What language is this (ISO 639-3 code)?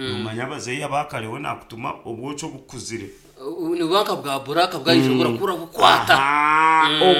nyn